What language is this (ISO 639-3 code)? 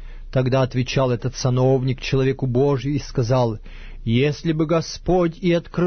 rus